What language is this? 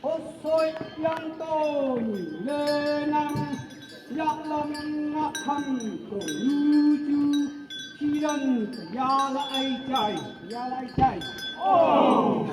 Naga Pidgin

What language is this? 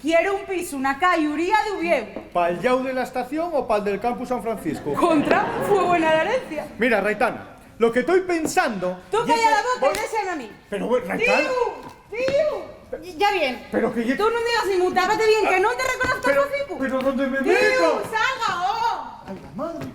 Asturian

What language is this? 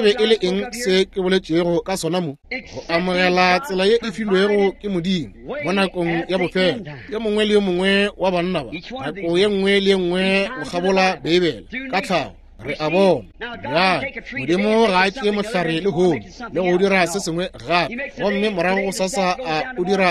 Northern Sotho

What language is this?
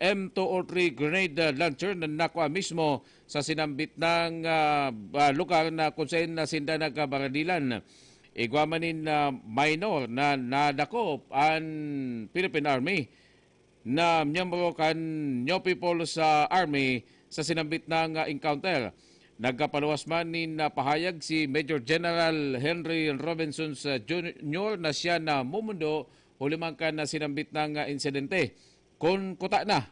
Bikol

